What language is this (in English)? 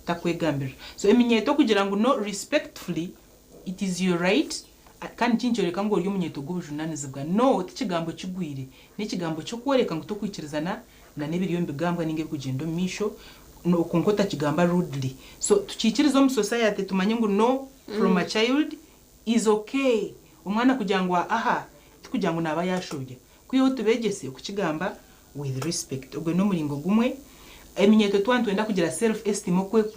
Nyankole